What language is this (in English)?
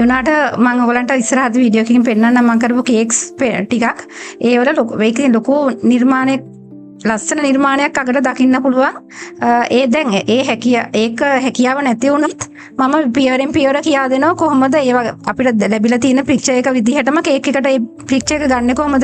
Sinhala